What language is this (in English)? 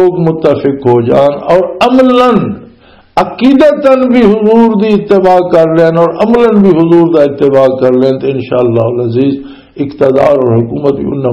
Western Panjabi